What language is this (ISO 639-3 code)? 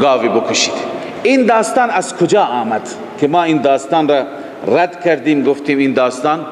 fas